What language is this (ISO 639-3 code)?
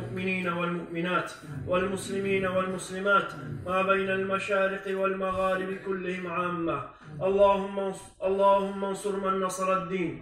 kum